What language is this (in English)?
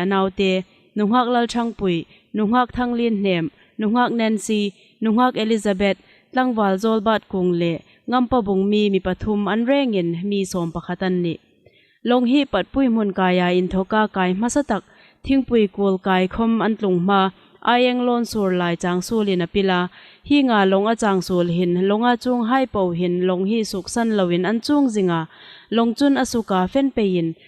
Hmar